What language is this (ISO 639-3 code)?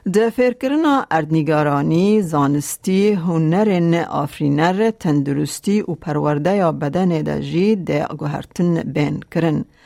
kur